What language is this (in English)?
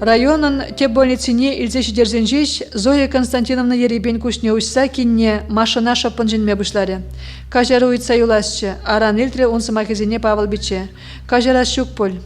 Chuvash